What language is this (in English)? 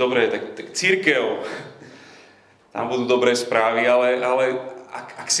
Slovak